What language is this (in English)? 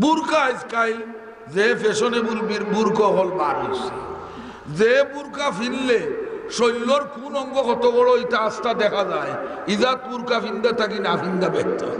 Sylheti